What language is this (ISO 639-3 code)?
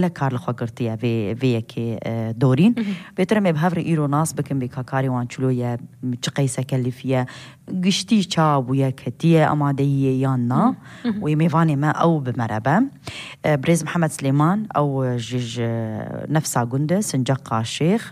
kur